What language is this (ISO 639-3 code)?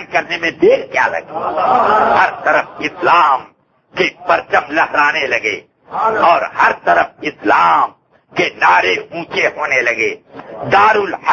urd